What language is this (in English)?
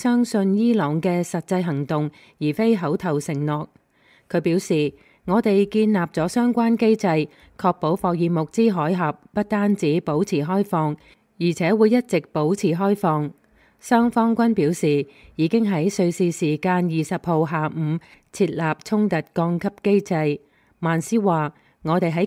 Cantonese